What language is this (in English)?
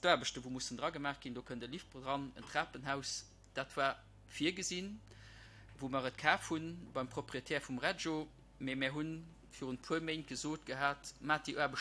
Luxembourgish